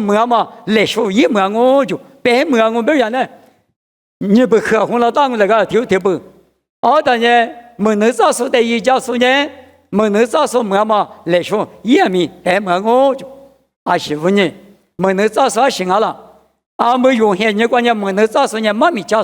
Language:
Lisu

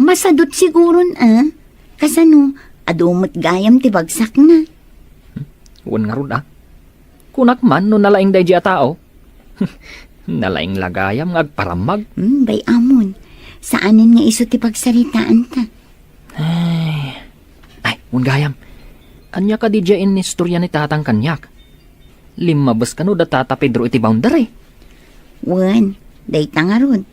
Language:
Iloko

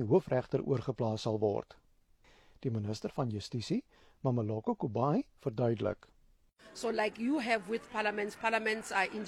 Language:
Afrikaans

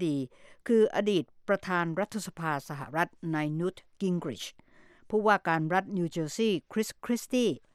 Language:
Thai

